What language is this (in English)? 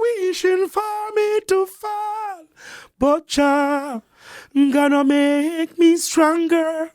Jamaican Creole English